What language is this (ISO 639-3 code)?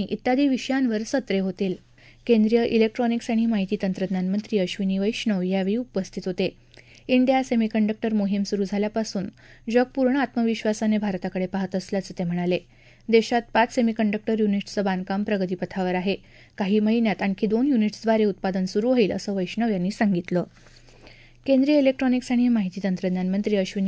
mar